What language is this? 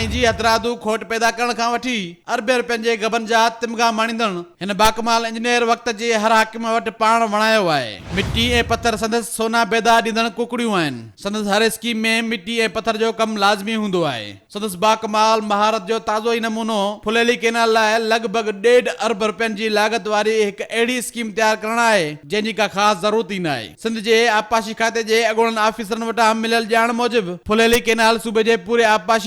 Sindhi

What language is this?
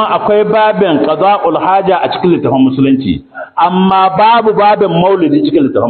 Hausa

